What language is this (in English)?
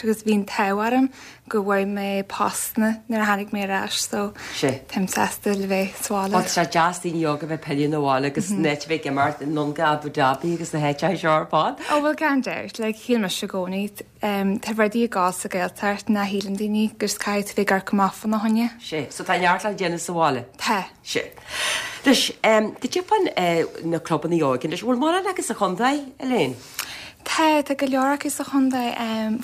Irish